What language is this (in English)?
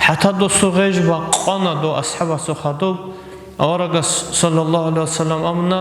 Avaric